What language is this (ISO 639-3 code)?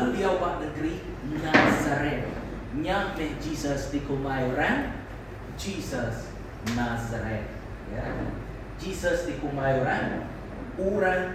iba